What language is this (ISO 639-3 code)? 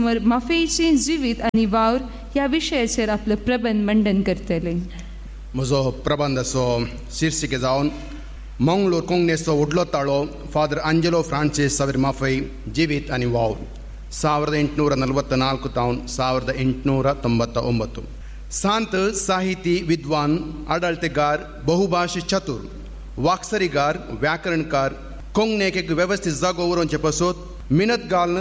kok